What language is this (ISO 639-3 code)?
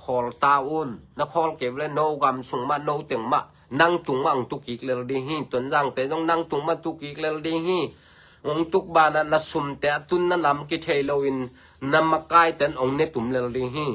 ctd